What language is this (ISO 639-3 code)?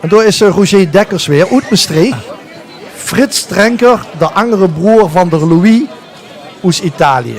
lim